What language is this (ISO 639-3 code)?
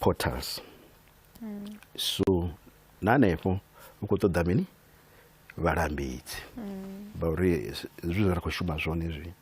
ven